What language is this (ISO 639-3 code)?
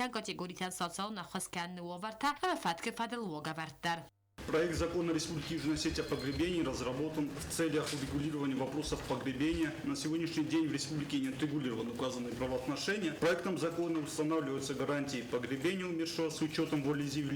oss